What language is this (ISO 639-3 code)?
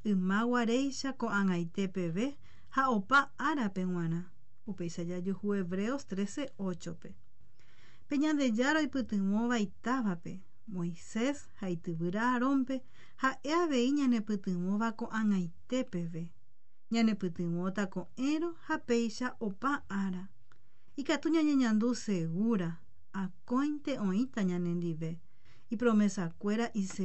grn